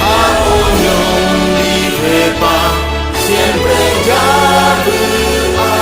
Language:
Guarani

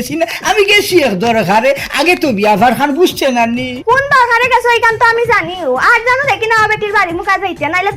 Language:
Sylheti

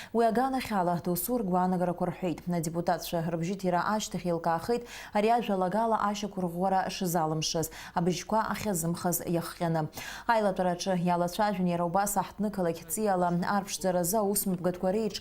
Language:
Abkhazian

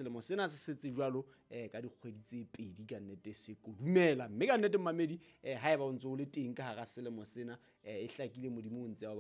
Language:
Southern Sotho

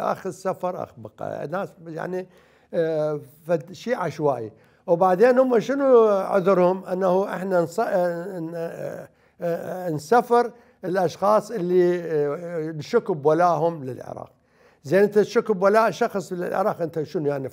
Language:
Mesopotamian Arabic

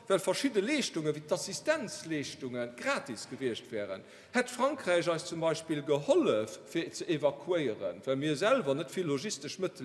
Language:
Luxembourgish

